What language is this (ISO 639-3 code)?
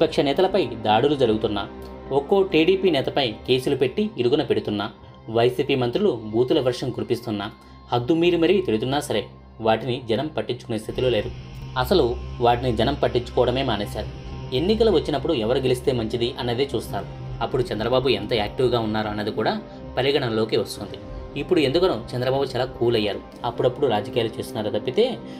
tel